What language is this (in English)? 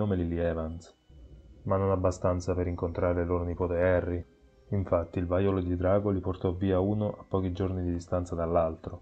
Italian